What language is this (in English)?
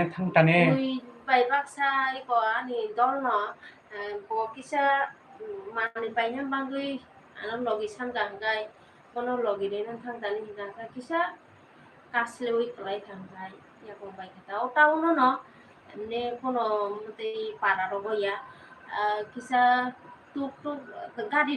Kok Borok